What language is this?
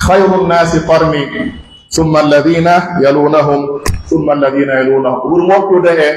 Pular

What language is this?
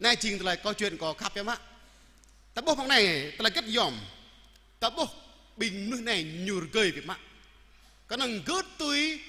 Jarai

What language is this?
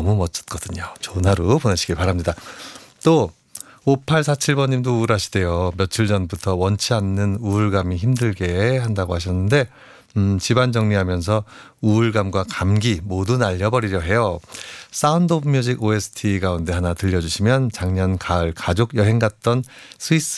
Korean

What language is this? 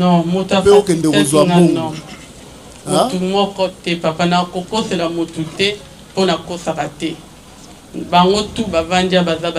Lingala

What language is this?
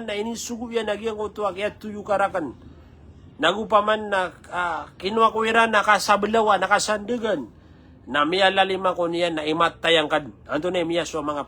Maranao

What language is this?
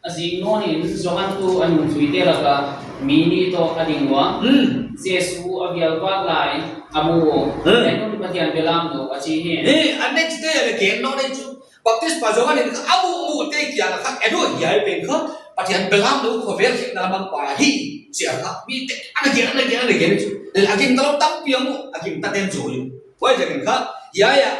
Paite Chin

